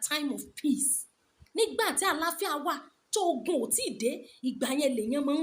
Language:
Yoruba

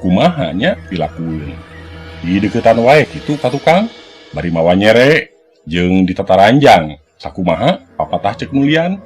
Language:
Sundanese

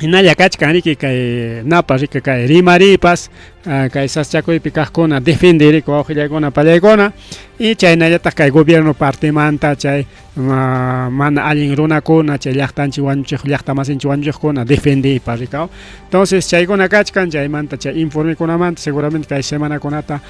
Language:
Ayacucho Quechua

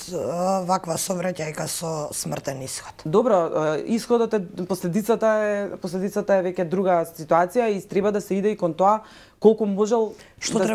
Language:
Macedonian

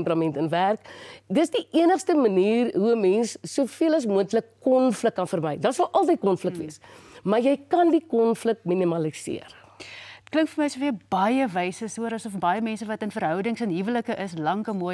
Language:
Afrikaans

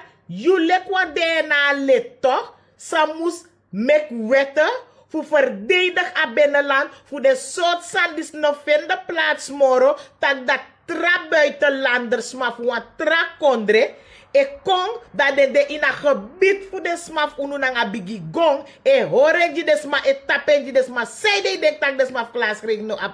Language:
Sranan Tongo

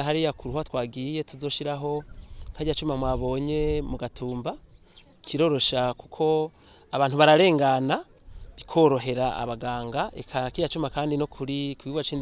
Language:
Rundi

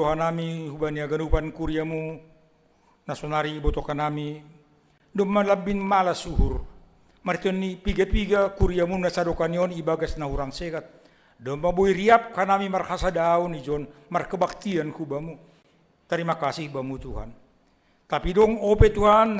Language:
Batak Simalungun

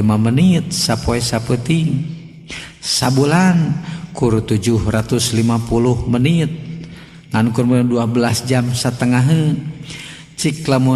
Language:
Sundanese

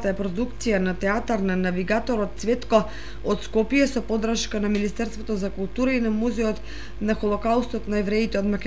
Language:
Macedonian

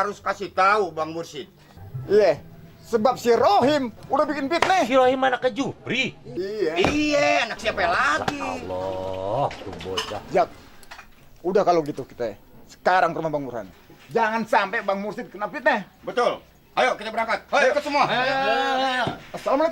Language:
Betawi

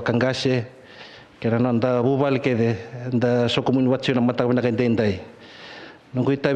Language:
Fijian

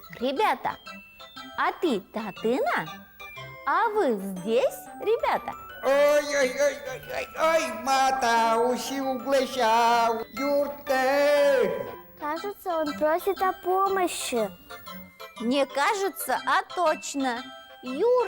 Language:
Udmurt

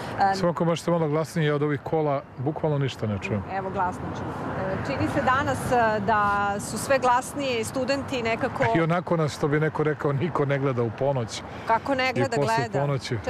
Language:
Serbian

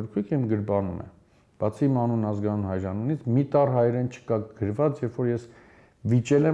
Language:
Armenian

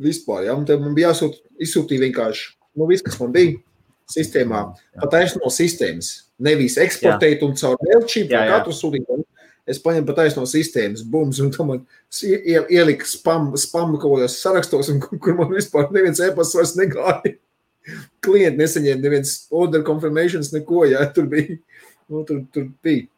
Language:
Latvian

